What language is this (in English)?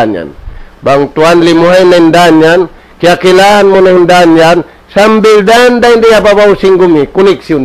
Tausug